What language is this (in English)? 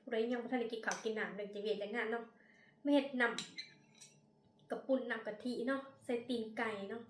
Northeastern Thai